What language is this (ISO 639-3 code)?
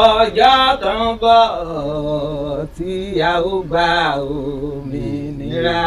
yor